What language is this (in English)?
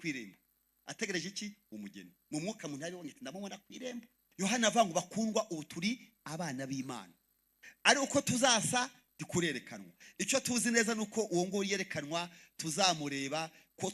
Kinyarwanda